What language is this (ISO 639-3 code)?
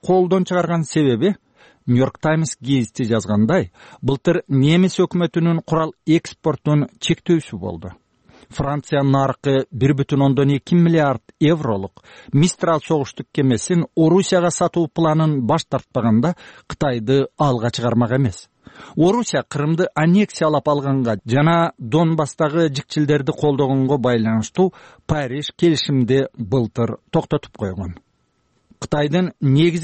kir